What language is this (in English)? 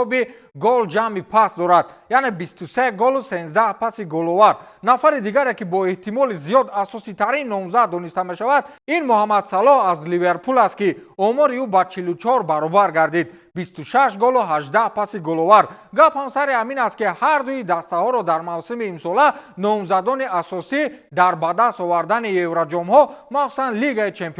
Tajik